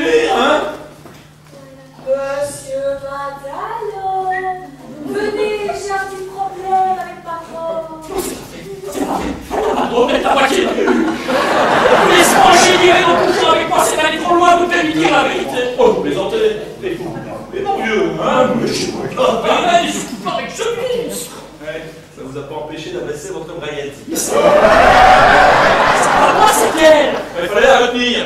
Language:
French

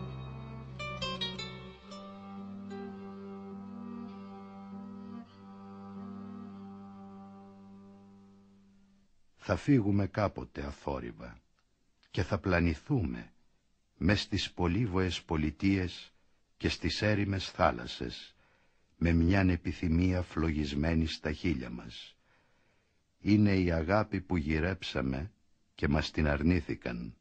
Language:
Greek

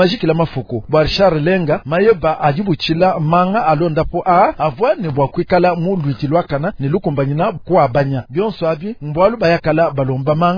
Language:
Luba-Lulua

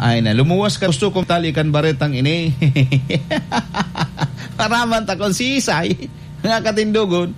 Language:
Bikol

